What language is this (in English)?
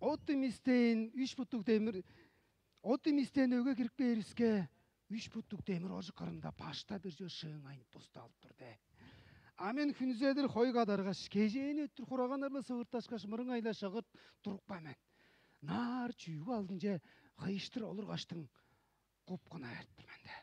Tuvinian